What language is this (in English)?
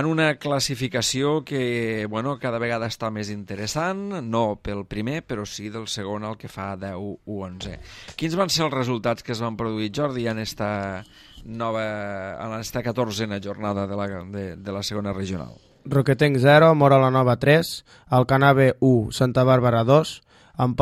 Catalan